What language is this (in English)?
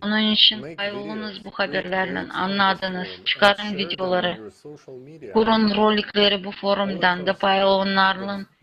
Gagauz